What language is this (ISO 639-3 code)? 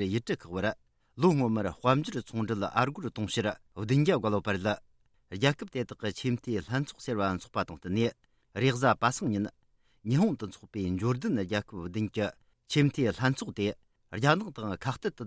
bod